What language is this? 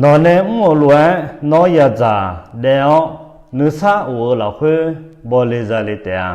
Akha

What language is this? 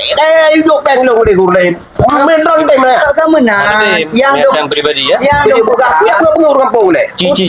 Achinese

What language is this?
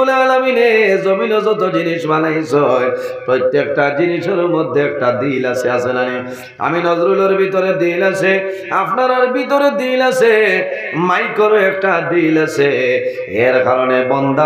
Sylheti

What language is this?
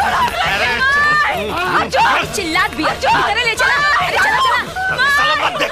Bhojpuri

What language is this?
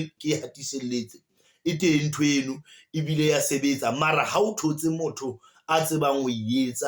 Southern Sotho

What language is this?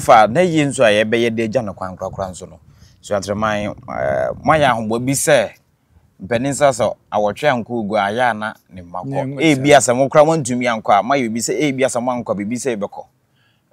Akan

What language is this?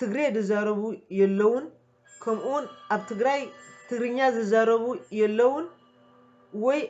Tigrinya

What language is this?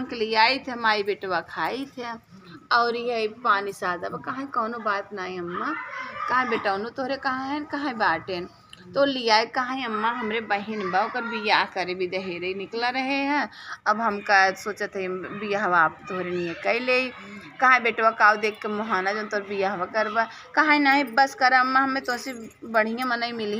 Awadhi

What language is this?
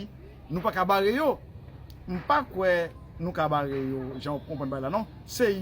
Haitian Creole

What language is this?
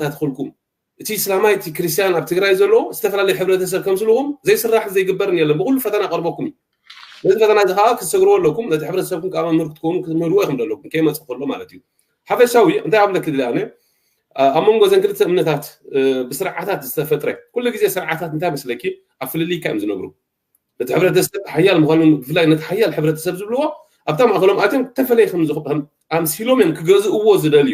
Tigrinya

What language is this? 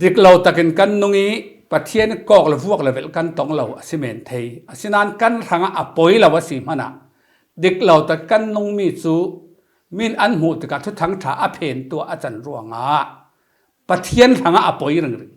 Falam Chin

